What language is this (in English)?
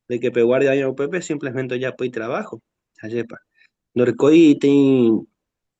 Guarani